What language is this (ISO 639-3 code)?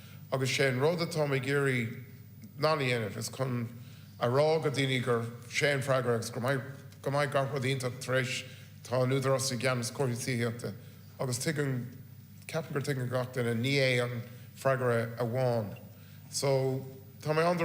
gle